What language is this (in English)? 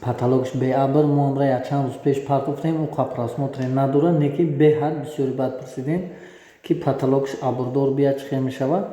Tajik